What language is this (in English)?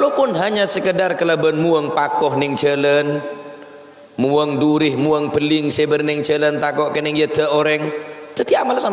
Madurese